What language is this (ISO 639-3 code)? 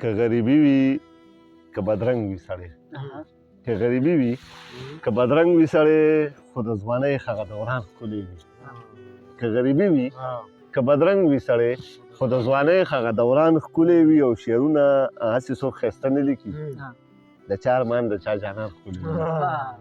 pus